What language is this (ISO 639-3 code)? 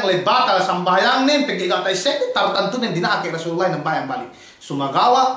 yka